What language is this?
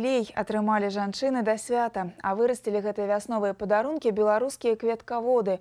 Belarusian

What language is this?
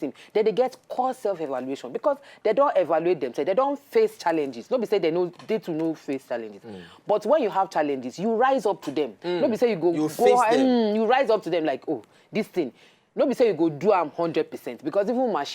Nigerian Pidgin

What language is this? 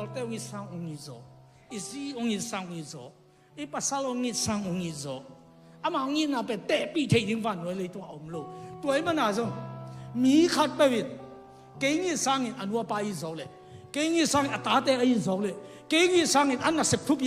Tedim Chin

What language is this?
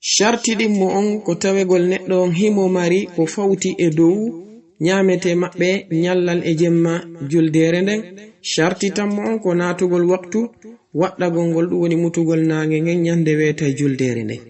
Fula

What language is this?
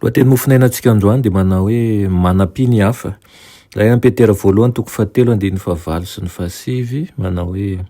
Malagasy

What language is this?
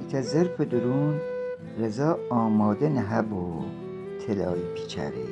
Gilaki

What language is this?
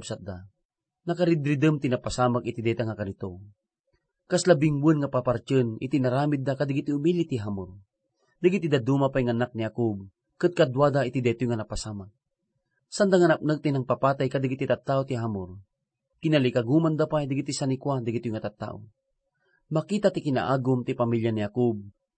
Iloko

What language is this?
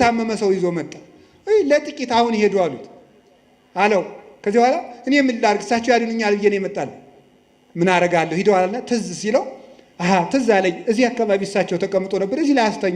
Amharic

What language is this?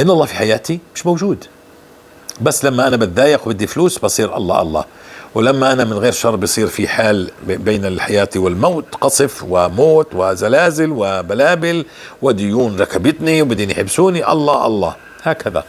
North Levantine Arabic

